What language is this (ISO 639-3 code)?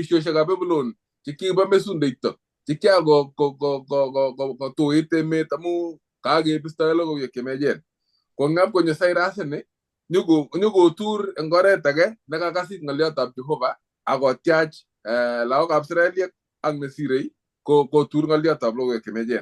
kln